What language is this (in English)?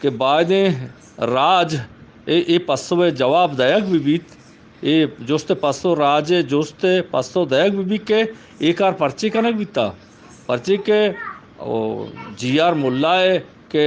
Eastern Balochi